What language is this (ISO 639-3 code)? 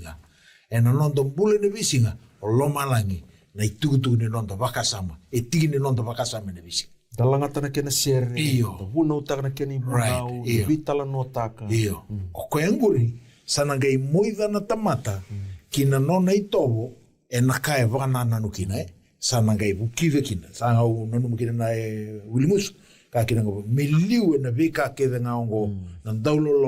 fij